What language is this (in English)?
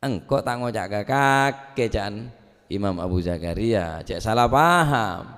Madurese